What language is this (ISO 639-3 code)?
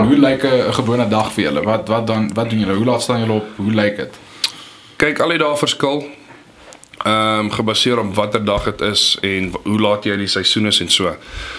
afr